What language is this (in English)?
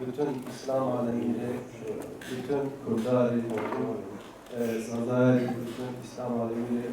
Zaza